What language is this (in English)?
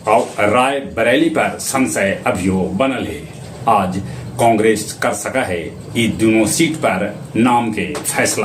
Magahi